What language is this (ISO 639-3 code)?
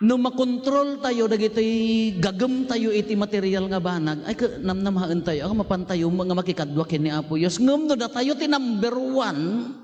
ilo